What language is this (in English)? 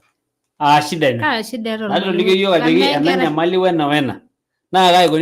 Masai